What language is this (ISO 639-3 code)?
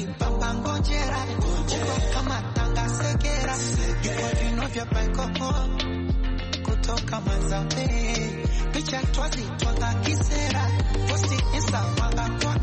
swa